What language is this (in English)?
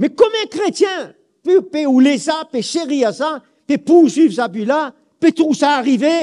Morisyen